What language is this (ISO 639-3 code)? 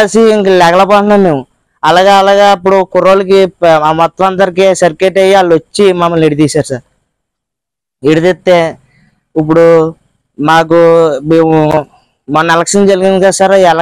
tel